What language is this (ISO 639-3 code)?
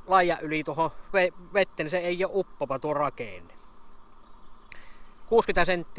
fin